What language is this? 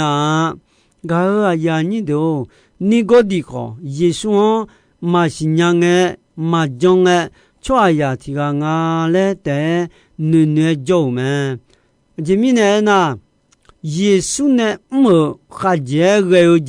Akha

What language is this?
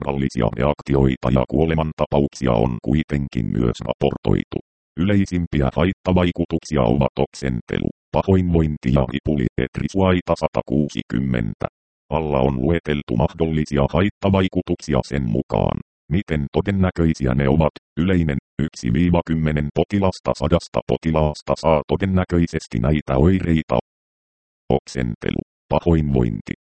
Finnish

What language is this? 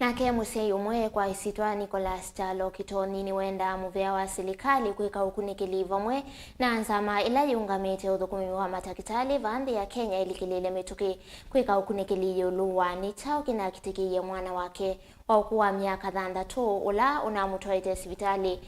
Kamba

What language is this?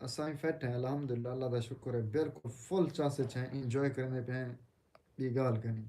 Saraiki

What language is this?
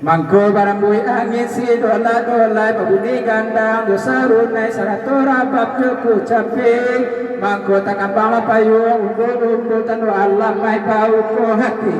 Minangkabau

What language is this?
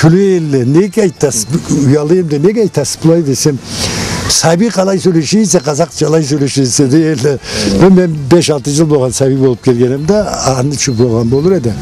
Karachay-Balkar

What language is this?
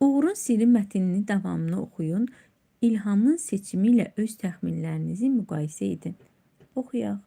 Azerbaijani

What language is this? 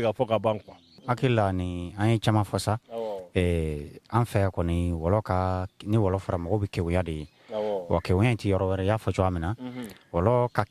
Bambara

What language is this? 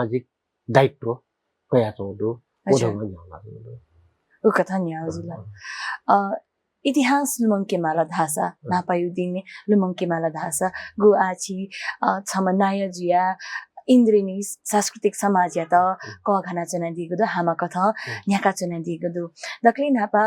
Newari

